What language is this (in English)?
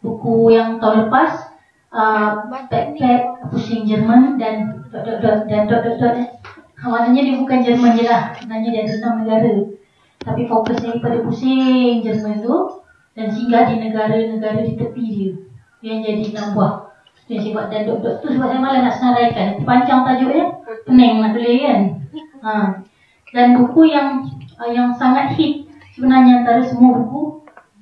Malay